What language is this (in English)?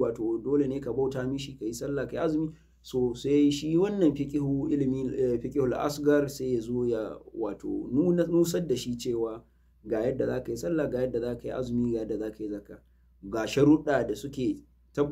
Hausa